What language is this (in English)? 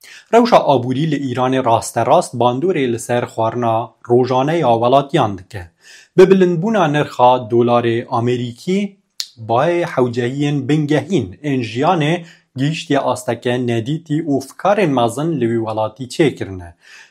Kurdish